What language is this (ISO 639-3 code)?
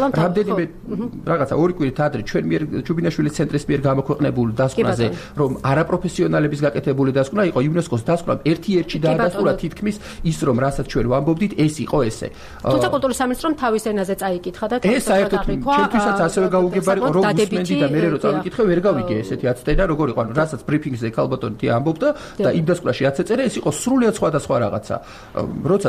kat